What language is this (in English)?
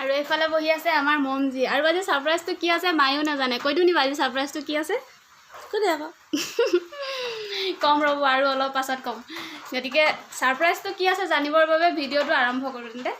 Assamese